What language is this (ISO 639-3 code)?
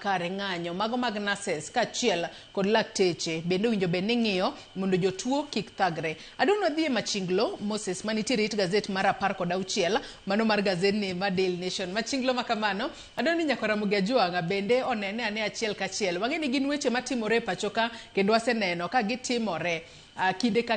luo